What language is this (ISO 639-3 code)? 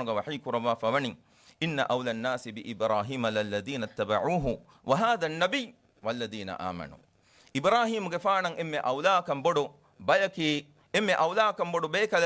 div